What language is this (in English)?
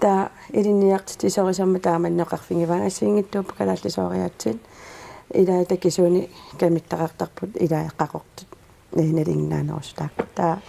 Kalaallisut